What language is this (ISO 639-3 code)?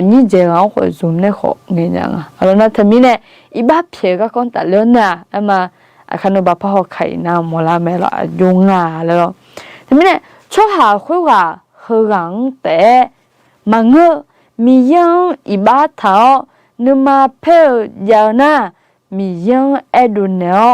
ahk